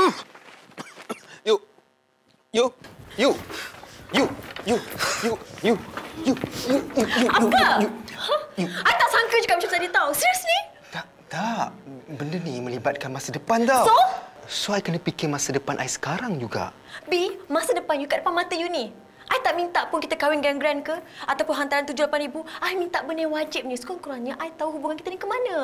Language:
Malay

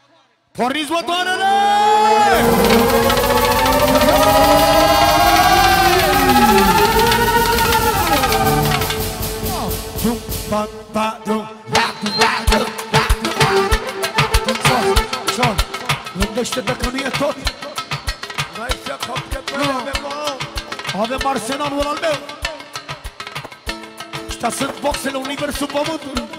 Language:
Romanian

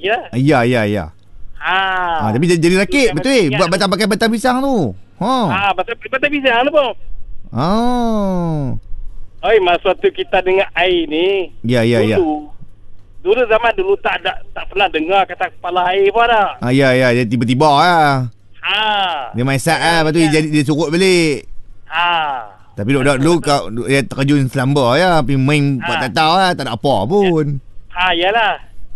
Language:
Malay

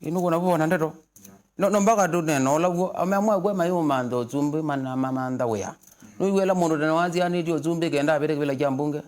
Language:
Kamba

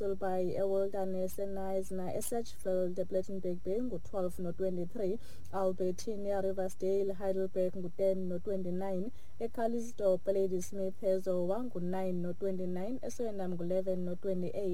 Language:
Xhosa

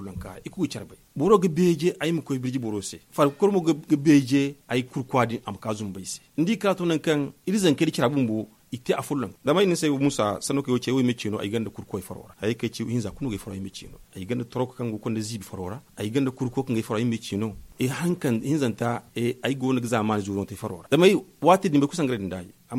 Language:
Zarma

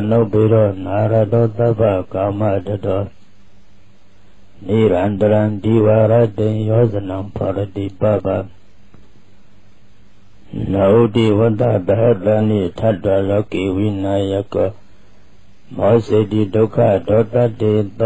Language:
Burmese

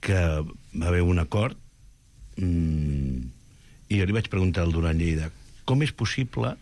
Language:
Catalan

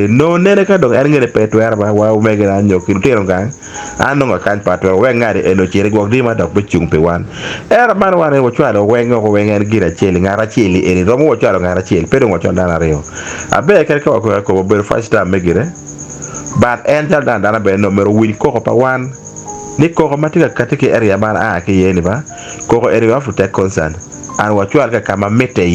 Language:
Acoli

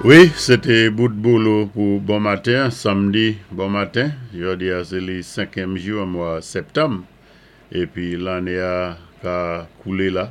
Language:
Saint Lucian Creole French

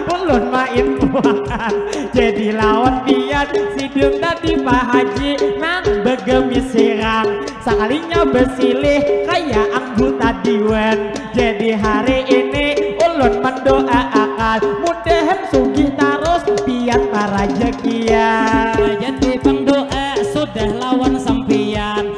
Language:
Banjar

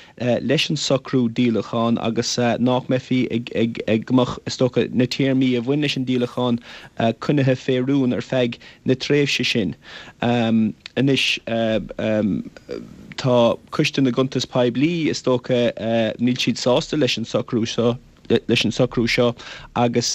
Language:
Irish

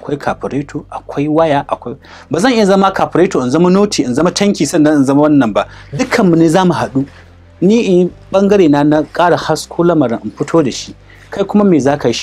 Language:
Hausa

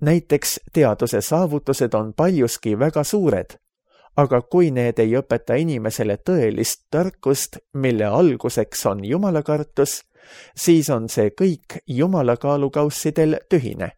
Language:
Estonian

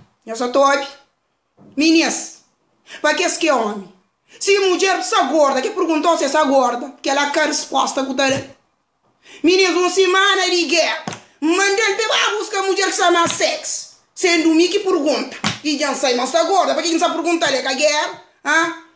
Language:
Kabuverdianu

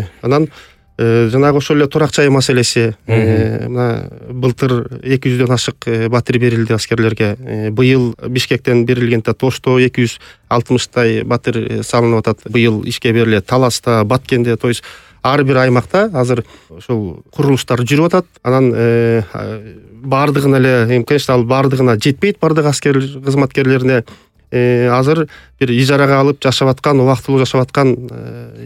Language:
Kyrgyz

